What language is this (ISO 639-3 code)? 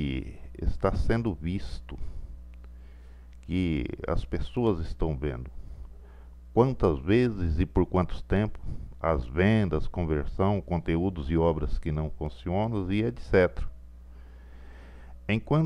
por